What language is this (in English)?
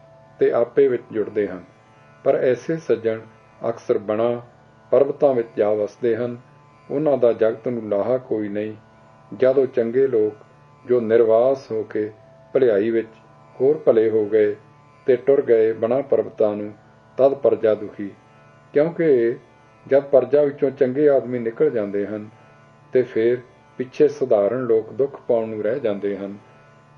Punjabi